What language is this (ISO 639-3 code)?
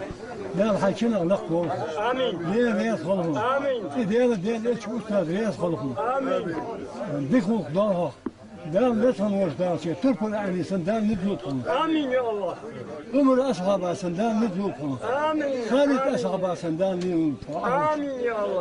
inh